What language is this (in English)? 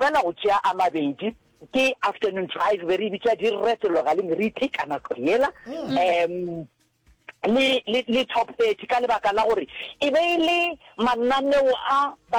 Northern Sotho